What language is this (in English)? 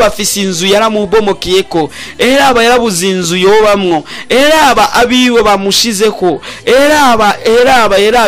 Rundi